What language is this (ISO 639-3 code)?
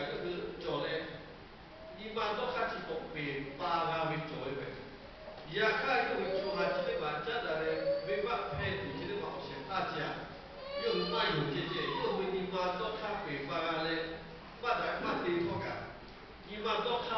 lhu